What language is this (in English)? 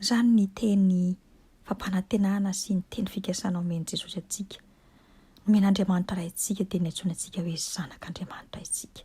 Malagasy